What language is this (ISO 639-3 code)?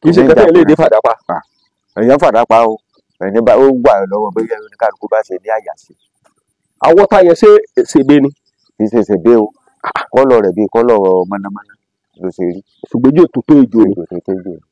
yor